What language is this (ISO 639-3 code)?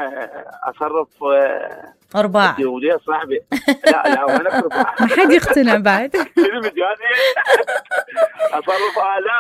acm